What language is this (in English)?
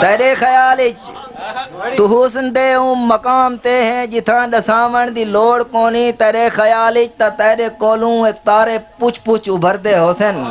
Saraiki